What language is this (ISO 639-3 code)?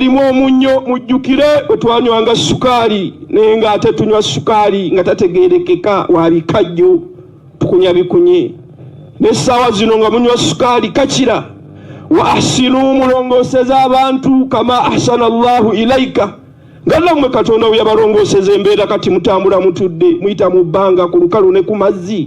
lug